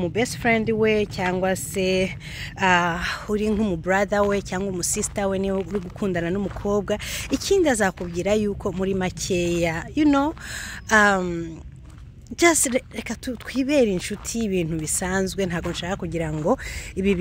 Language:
Kinyarwanda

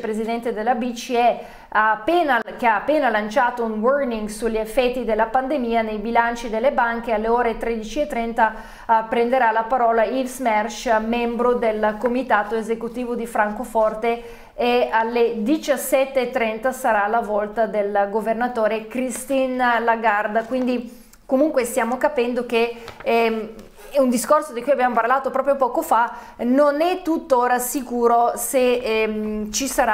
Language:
Italian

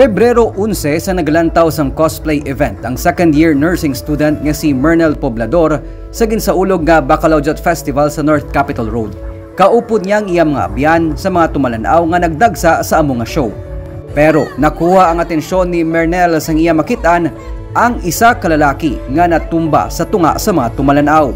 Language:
Hiligaynon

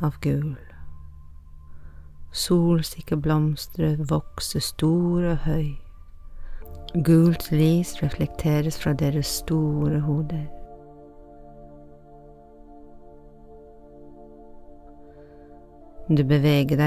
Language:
Norwegian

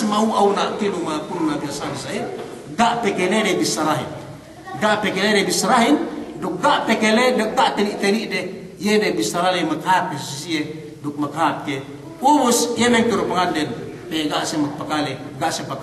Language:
Yakan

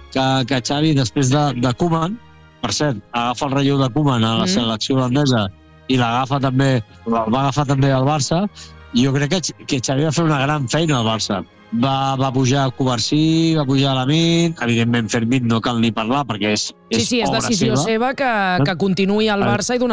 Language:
Catalan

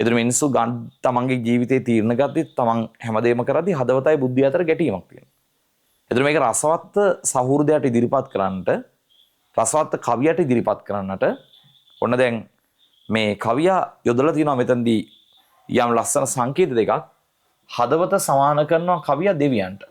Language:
Sinhala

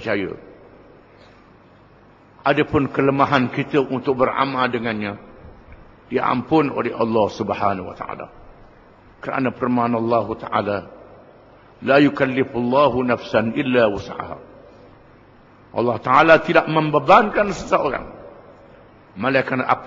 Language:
Malay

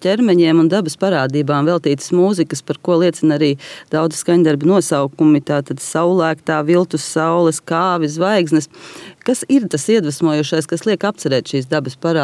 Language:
Latvian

